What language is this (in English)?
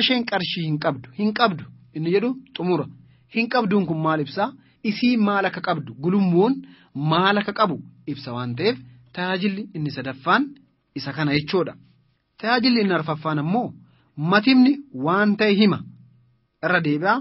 Oromo